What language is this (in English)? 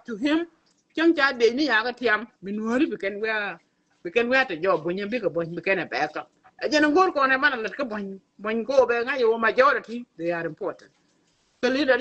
Nuer